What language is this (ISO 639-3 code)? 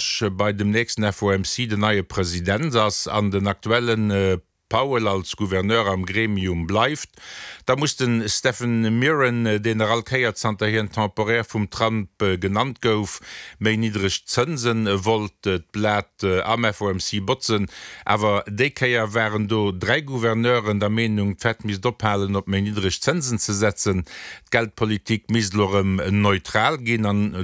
ltz